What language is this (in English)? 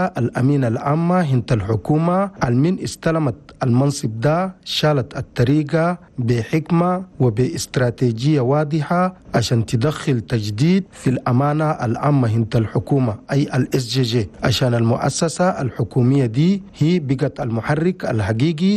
Chadian Arabic